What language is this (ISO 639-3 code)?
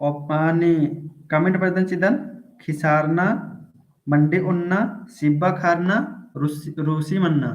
kru